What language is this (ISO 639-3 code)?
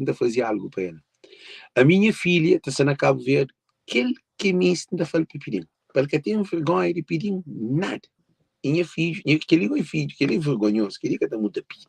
kea